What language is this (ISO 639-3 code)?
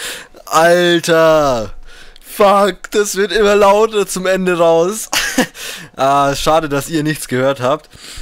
deu